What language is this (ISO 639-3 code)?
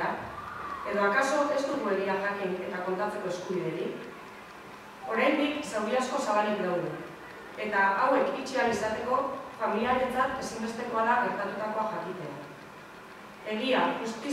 eus